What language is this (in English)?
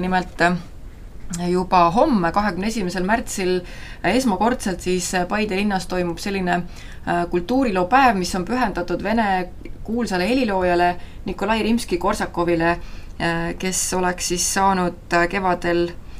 Estonian